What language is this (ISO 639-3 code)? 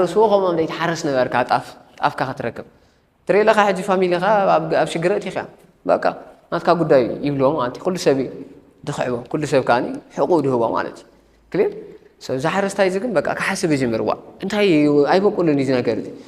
tir